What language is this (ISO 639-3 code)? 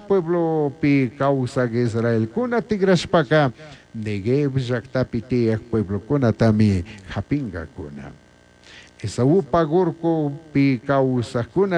qug